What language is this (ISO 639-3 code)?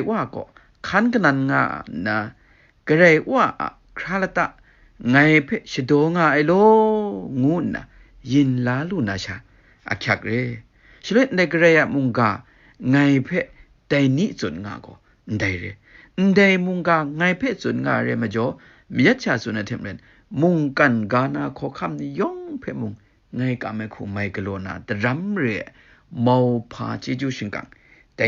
kac